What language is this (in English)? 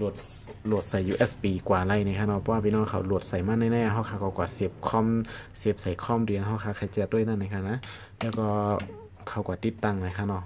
Shan